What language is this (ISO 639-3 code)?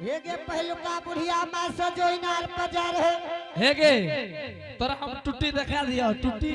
anp